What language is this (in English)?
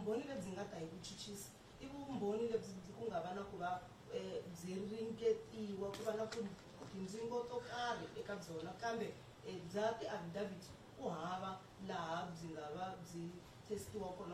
Tsonga